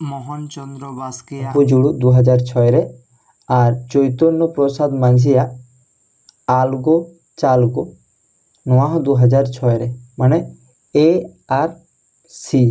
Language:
Santali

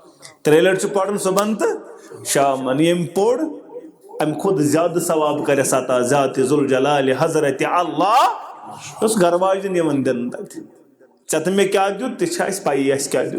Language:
Kashmiri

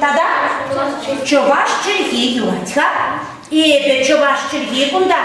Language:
Chuvash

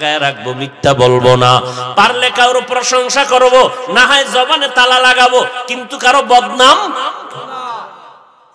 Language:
Bangla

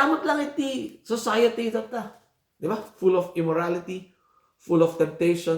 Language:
Iloko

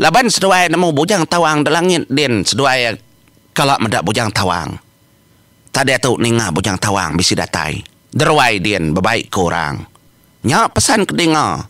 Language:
Iban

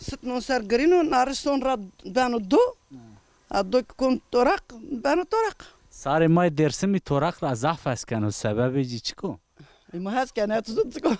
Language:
Zaza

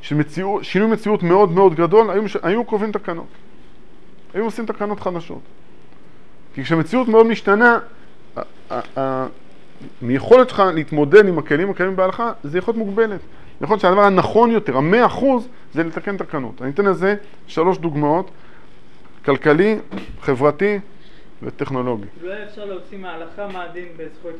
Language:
Hebrew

